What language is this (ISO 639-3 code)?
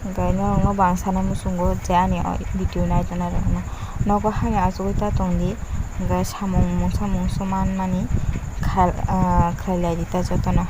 trp